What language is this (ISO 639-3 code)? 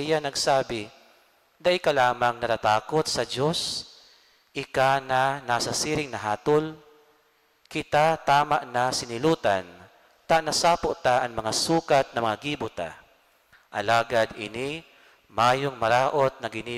bik